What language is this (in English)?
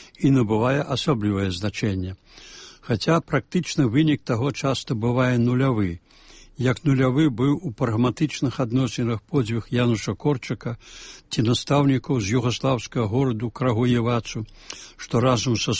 Belarusian